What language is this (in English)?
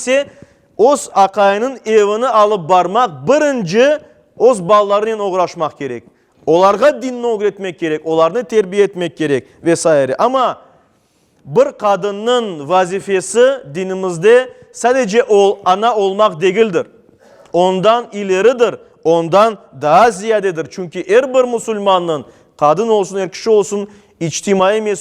Crimean Tatar